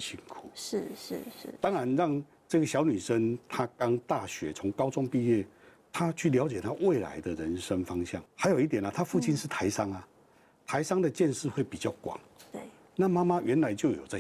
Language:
Chinese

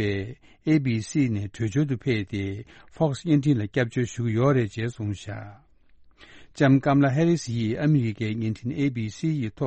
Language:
Tibetan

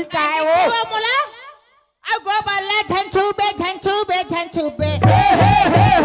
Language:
Chhattisgarhi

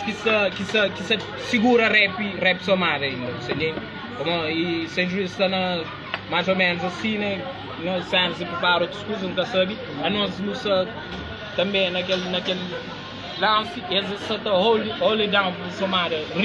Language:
Kabuverdianu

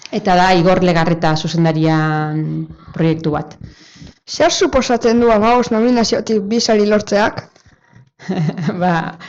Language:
Basque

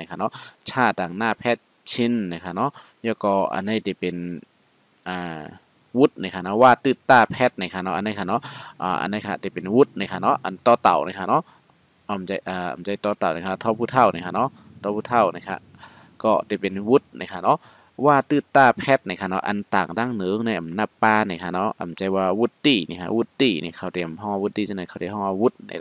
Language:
Shan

